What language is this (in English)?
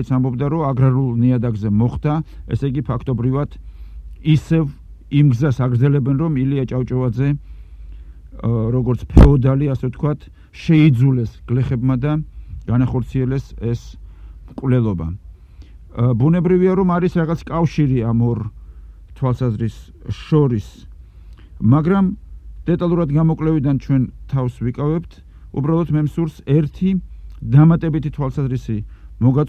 Georgian